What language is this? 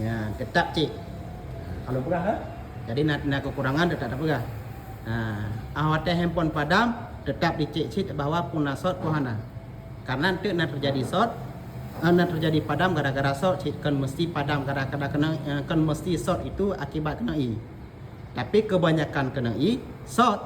Achinese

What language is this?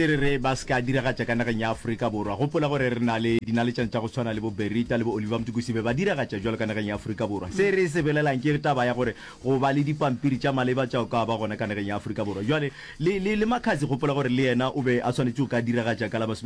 Northern Sotho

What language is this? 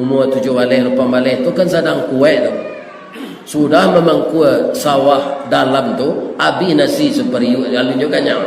Minangkabau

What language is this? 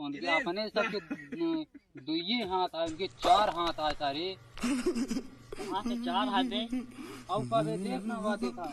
Awadhi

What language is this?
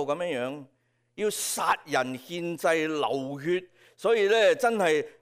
Cantonese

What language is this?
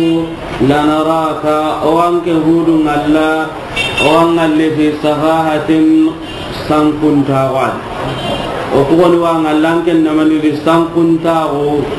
Soninke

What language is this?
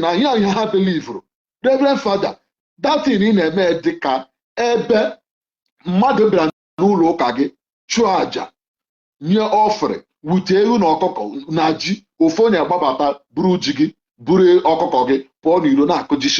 Igbo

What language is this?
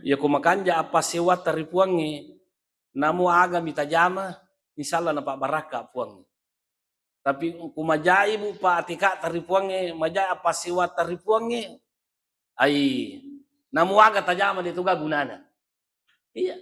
Buginese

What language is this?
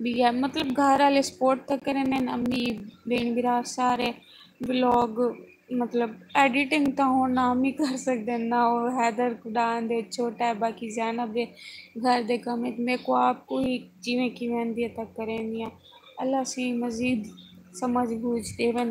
Saraiki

